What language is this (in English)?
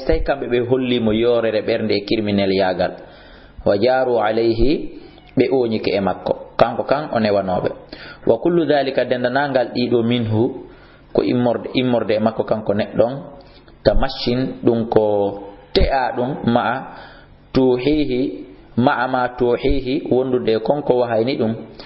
Fula